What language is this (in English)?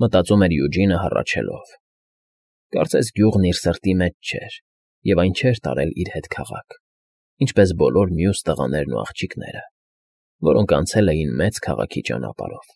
Armenian